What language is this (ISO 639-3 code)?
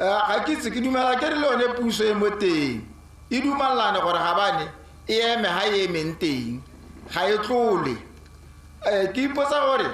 tsn